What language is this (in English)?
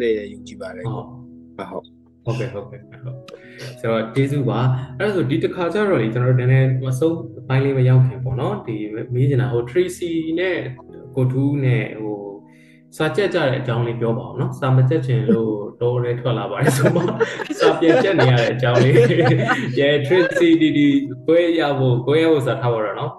Burmese